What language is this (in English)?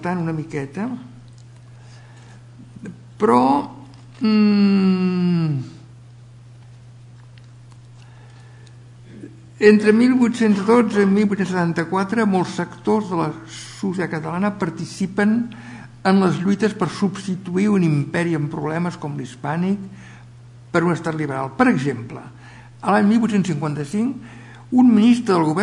Catalan